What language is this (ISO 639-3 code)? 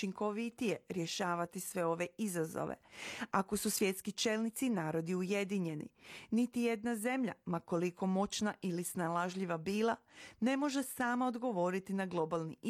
hrv